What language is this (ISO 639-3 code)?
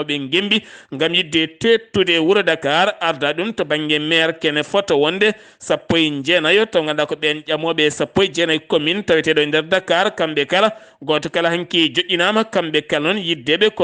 ful